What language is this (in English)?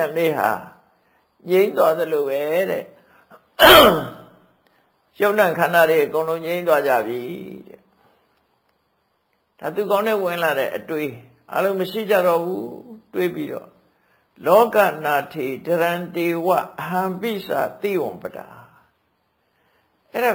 Burmese